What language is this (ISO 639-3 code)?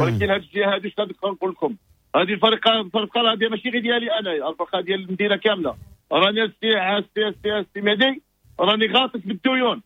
ary